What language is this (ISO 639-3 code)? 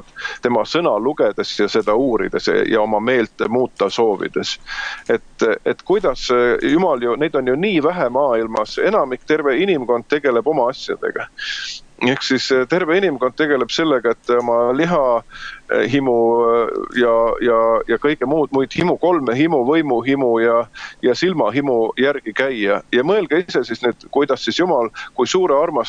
est